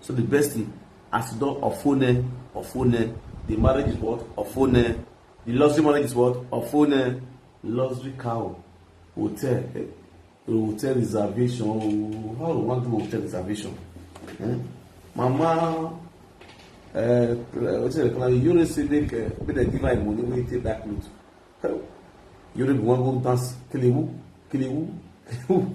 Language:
Nigerian Pidgin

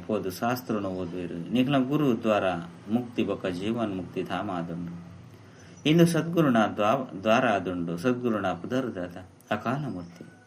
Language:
Tulu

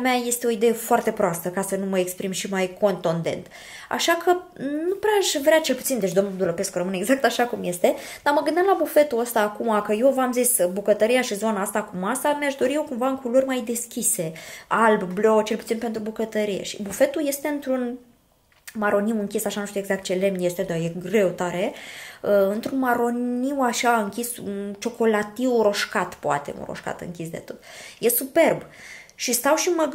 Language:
Romanian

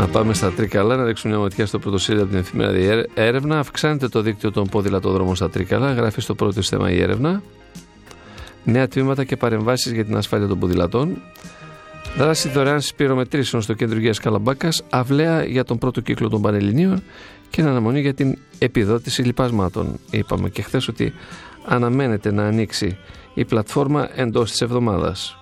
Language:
Greek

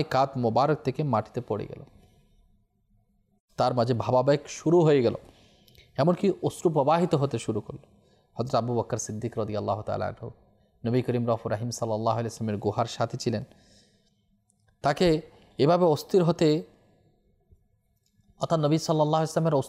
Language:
Bangla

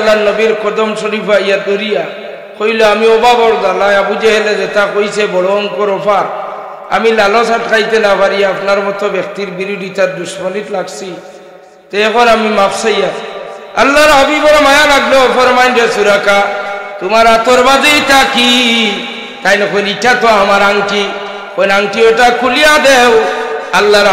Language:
Sylheti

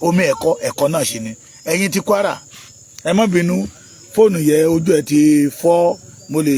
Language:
Yoruba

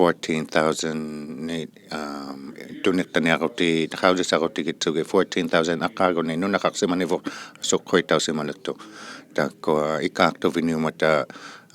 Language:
Inuktitut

